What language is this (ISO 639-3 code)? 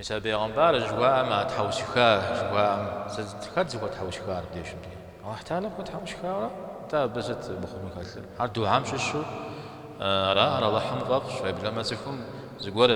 kbd